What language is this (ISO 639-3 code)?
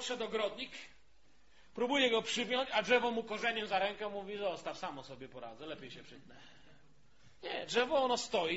pol